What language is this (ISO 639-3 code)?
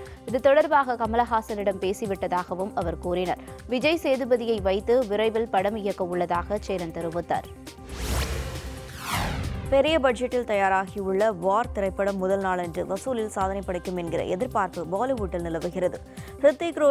tam